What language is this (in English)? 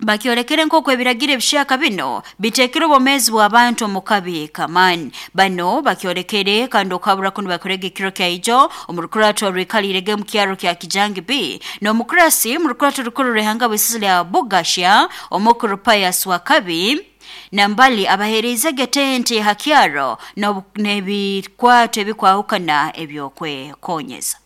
Nyoro